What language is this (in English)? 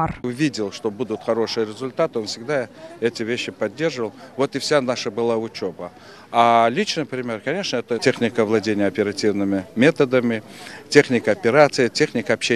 Crimean Tatar